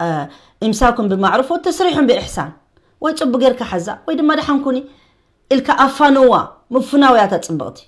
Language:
Tigrinya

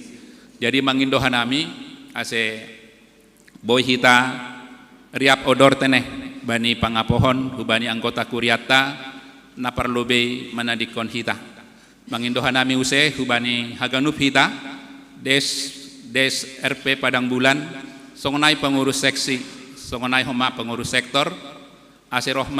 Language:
Batak Simalungun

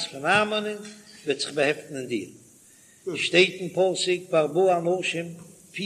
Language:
Yiddish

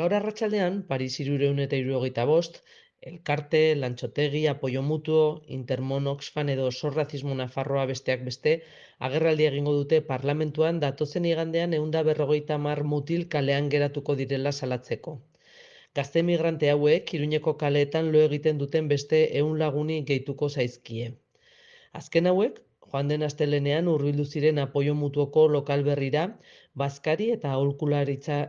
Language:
Basque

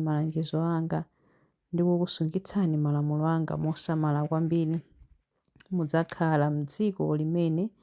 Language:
Nyanja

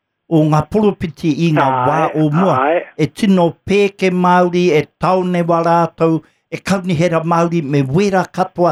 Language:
Māori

